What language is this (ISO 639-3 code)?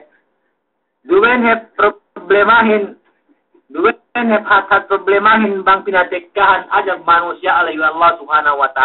yka